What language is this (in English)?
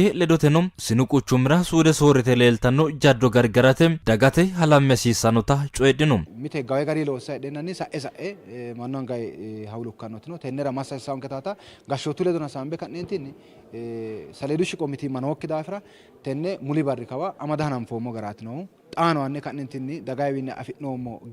Sidamo